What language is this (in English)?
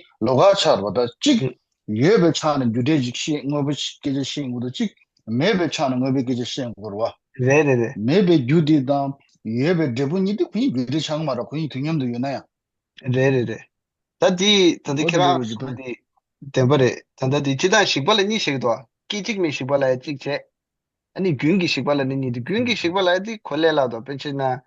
Tibetan